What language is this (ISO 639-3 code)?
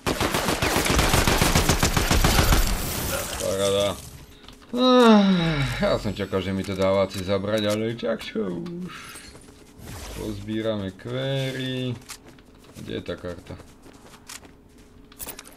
slk